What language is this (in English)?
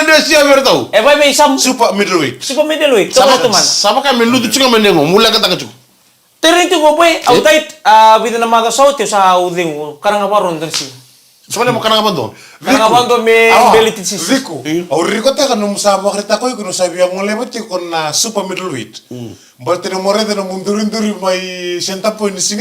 Fijian